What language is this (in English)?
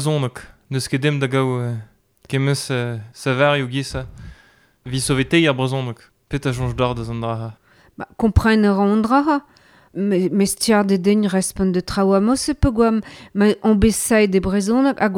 Breton